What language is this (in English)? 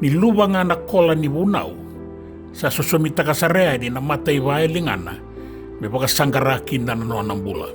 Fijian